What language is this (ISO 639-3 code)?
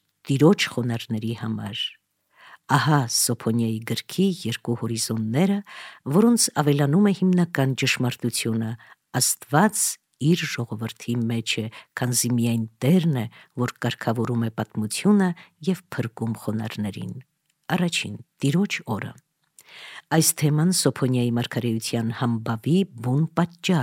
hye